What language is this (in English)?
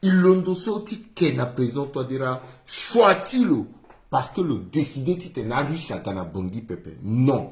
Sango